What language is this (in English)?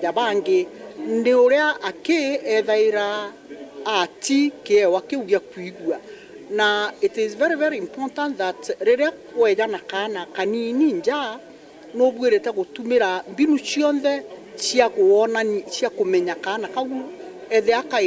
Meru